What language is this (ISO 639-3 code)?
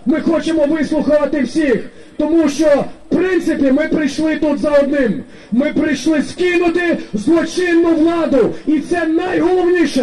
ukr